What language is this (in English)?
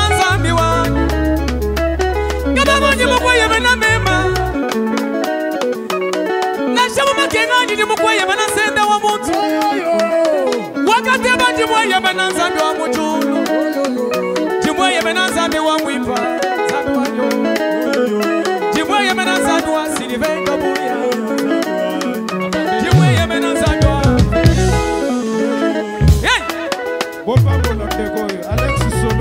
Swahili